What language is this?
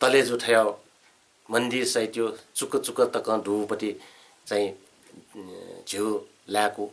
Newari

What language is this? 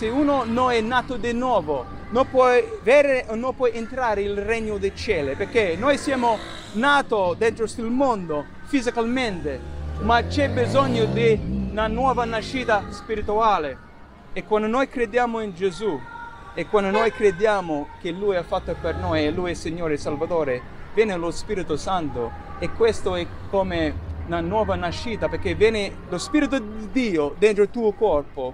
Italian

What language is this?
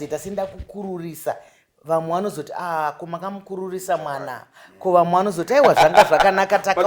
Shona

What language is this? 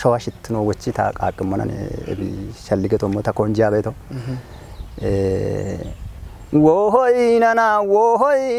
Kafa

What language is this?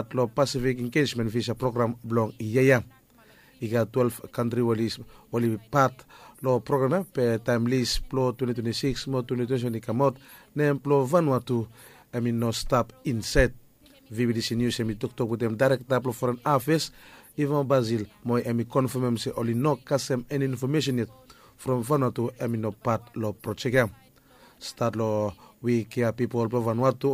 Bislama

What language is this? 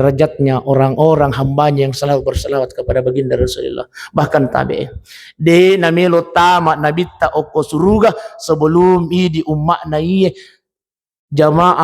Buginese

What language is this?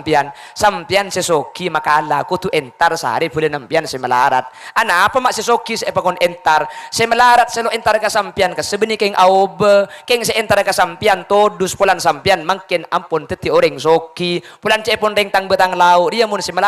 Madurese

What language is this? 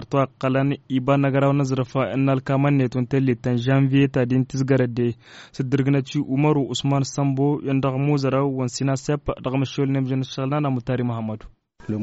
Tamasheq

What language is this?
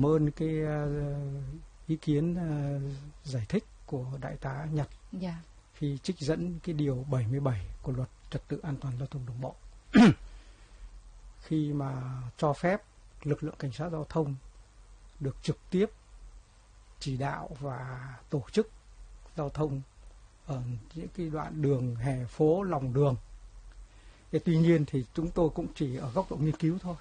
Vietnamese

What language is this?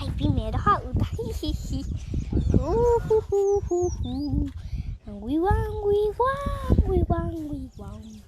Guarani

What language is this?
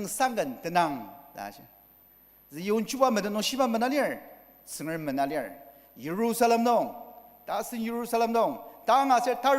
Ao Naga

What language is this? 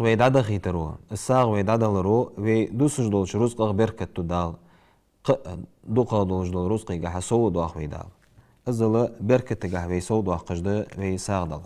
Ingush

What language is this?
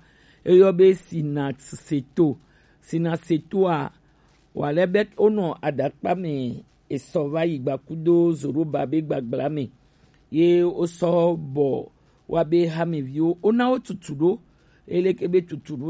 Gen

